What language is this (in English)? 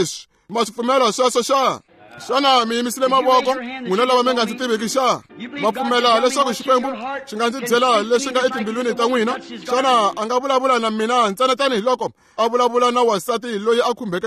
Tsonga